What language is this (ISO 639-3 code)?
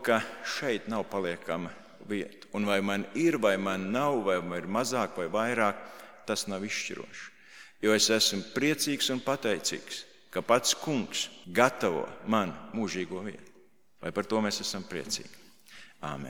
lav